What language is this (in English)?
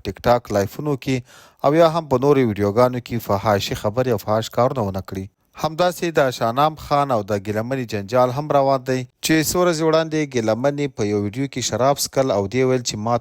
Pashto